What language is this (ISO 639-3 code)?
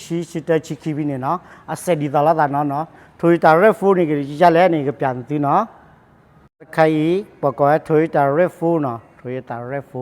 ksw